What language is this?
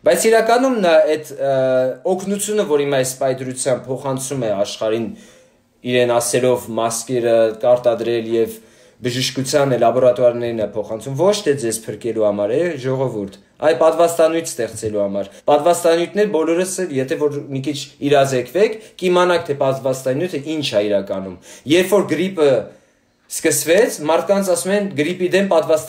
Armenian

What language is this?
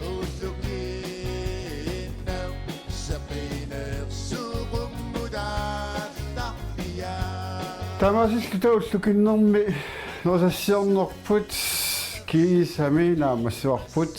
Kalaallisut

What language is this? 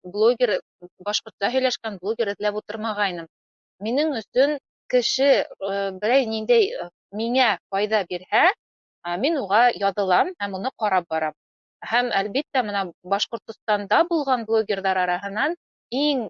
Bashkir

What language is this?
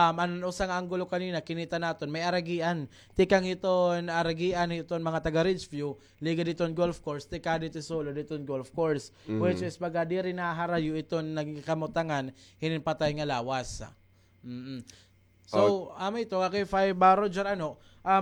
Waray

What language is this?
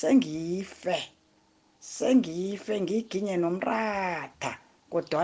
South Ndebele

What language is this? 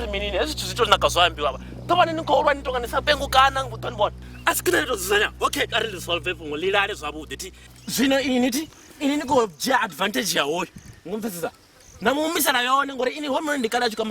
Venda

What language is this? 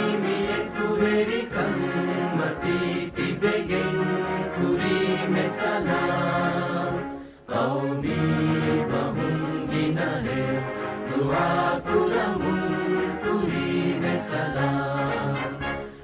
Divehi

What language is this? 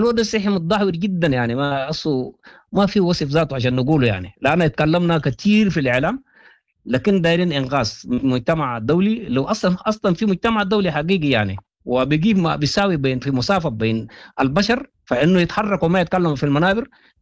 Sudanese Arabic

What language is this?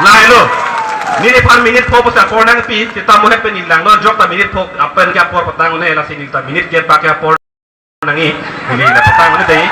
Karbi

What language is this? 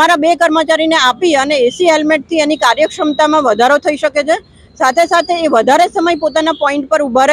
Gujarati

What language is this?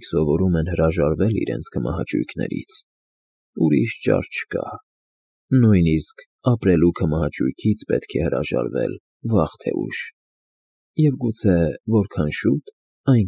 Armenian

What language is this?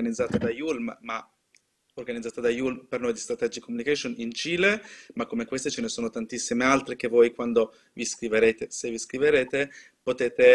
Italian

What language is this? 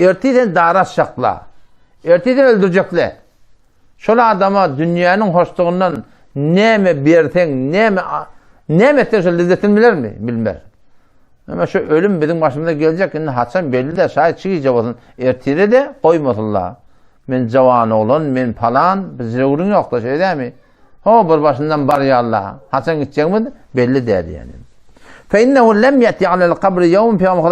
Turkmen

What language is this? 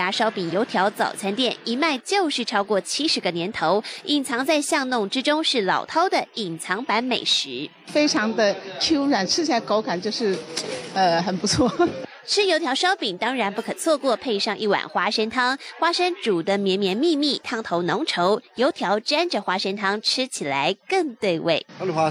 Chinese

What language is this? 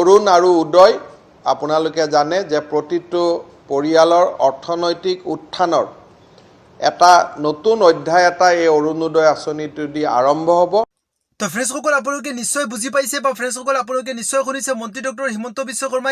Assamese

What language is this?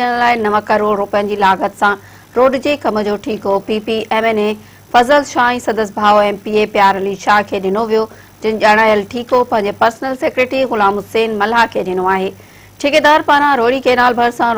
Sindhi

